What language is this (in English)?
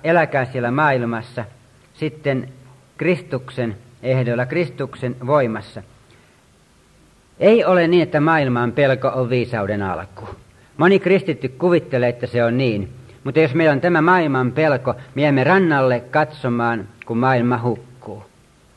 Finnish